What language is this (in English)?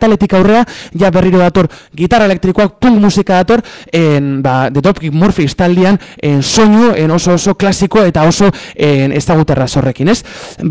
Basque